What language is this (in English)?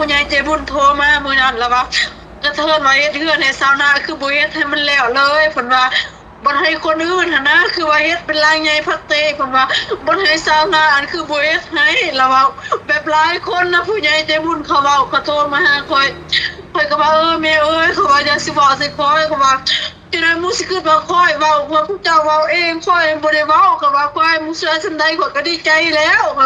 Northeastern Thai